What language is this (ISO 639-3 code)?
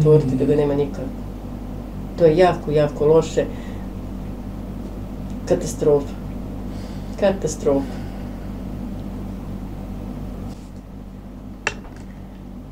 bos